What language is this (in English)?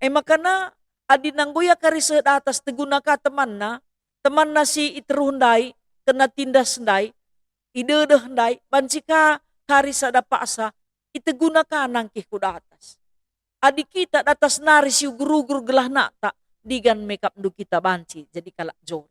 Batak Karo